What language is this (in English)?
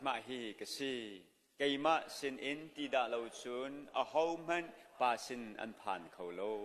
Hakha Chin